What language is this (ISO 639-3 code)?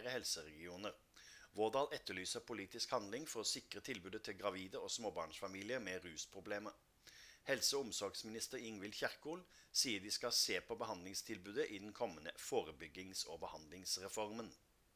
nor